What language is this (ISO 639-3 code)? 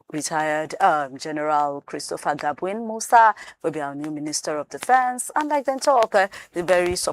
pcm